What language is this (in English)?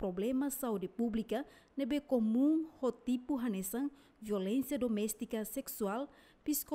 Tetum